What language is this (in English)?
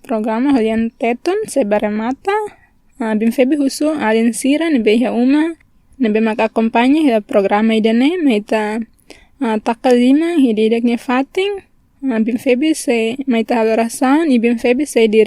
Tetum